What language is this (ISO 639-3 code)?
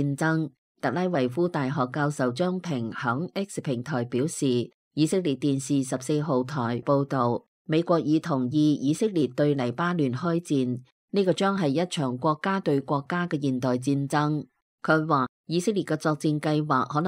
yue